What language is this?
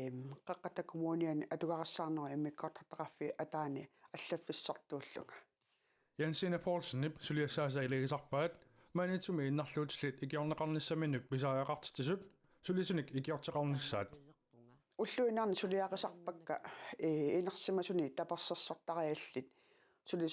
Kalaallisut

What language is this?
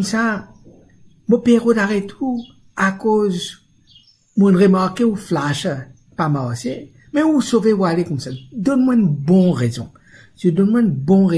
Morisyen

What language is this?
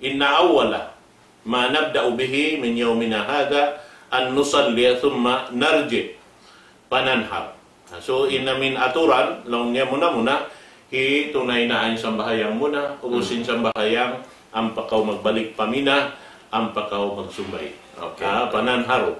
Tausug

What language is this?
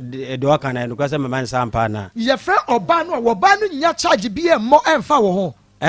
Akan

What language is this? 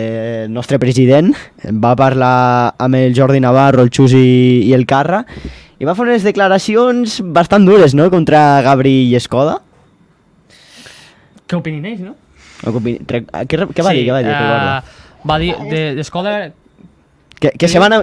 Catalan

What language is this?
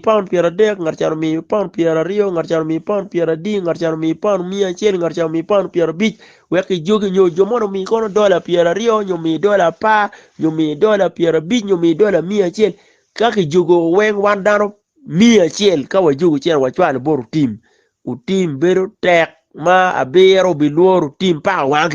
Acoli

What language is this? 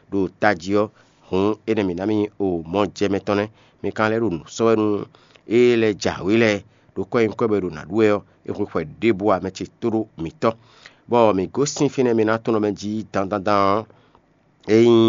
Fon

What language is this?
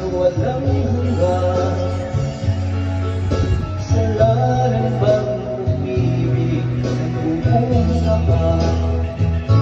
Filipino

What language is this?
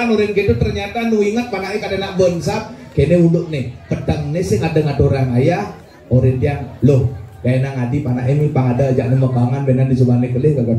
Balinese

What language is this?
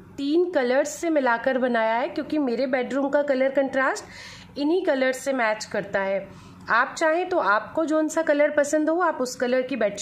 Hindi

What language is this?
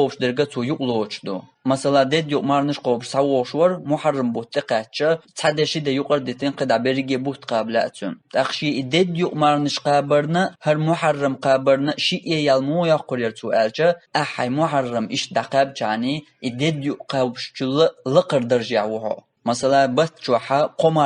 Chechen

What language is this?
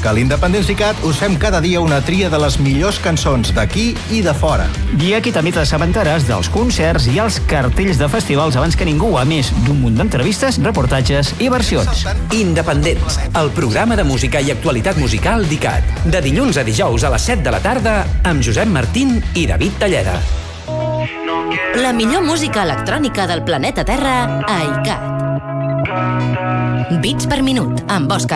Catalan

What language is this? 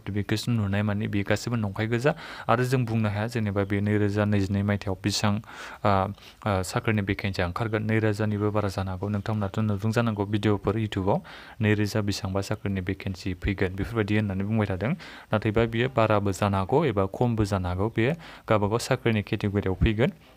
Bodo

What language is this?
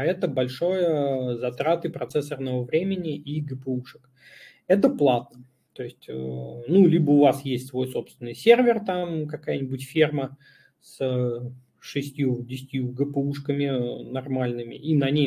Russian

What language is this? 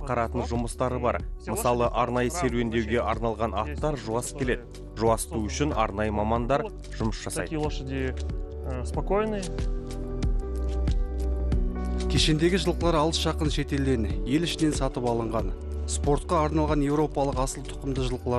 Kazakh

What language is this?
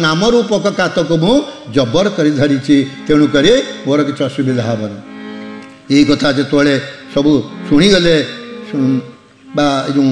Odia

